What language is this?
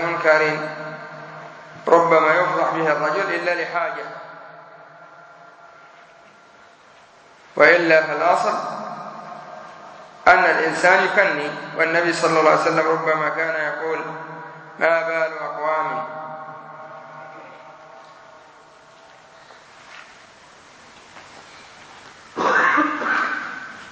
Arabic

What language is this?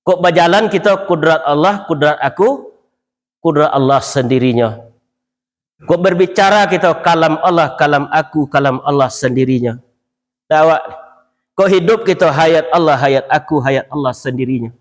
Minangkabau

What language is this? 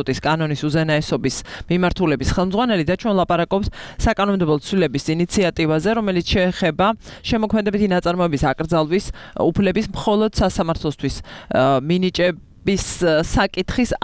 Georgian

